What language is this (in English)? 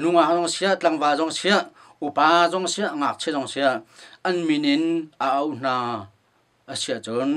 Hakha Chin